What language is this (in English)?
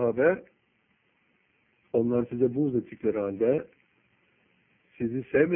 Turkish